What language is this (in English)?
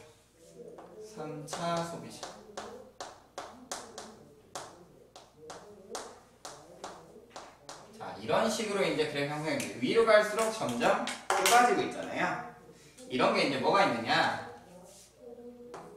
Korean